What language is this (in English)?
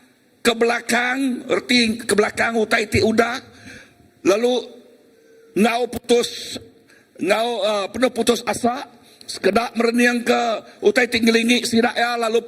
Iban